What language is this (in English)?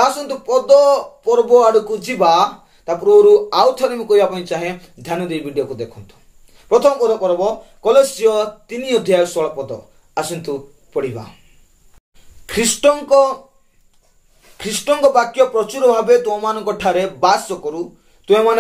Odia